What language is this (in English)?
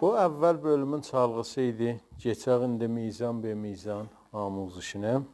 South Azerbaijani